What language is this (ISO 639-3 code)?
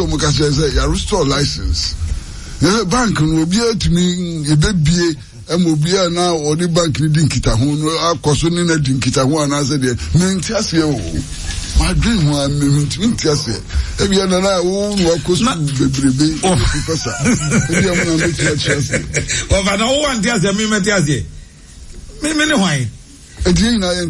aka